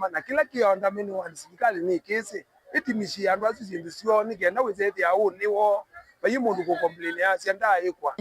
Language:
Kamba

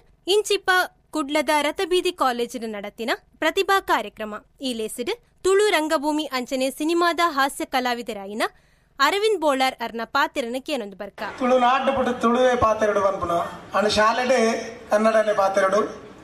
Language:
Tulu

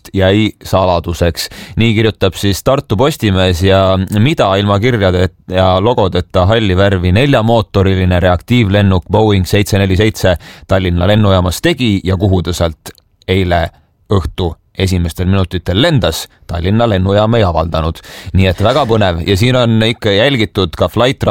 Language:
Estonian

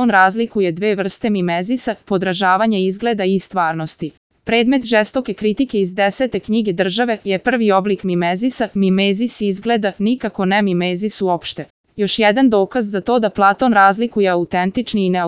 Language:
Serbian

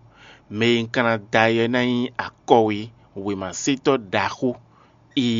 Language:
Fon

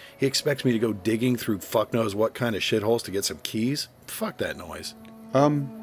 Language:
English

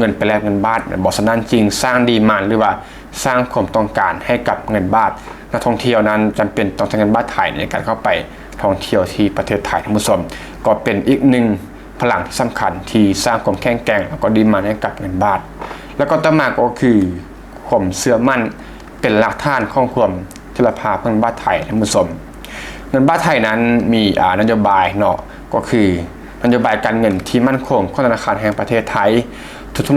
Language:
Lao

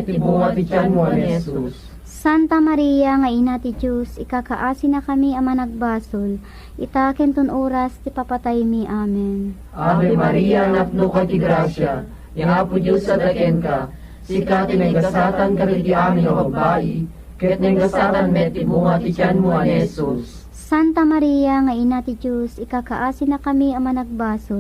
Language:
Iloko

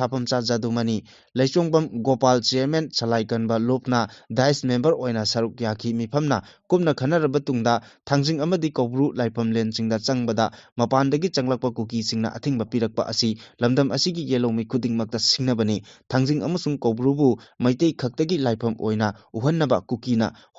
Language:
Manipuri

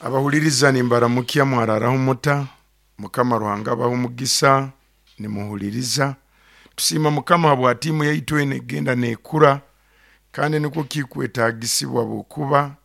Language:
Nyoro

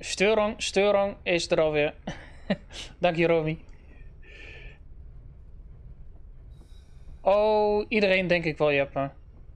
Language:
Dutch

